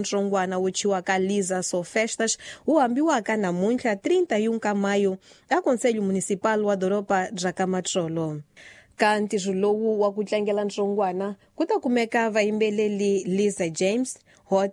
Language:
Tsonga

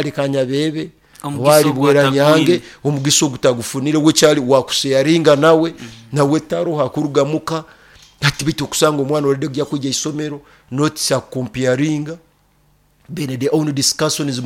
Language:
Nyoro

